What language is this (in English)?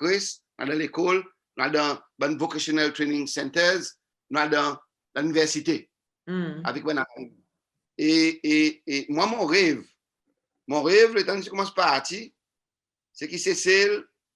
Seselwa Creole French